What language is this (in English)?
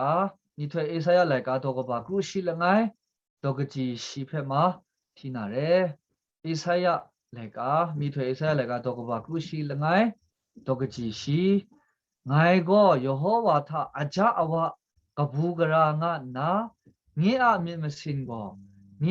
Kachin